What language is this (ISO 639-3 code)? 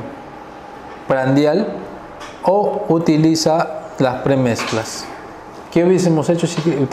spa